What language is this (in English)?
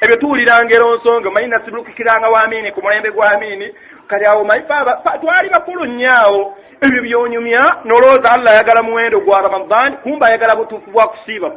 Ganda